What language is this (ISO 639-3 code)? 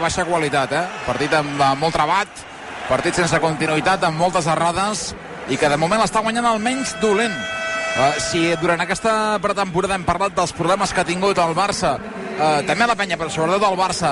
cat